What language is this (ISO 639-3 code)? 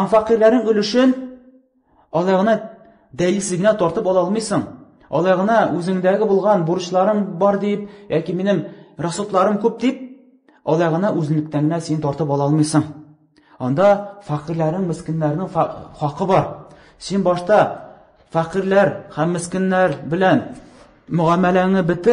tat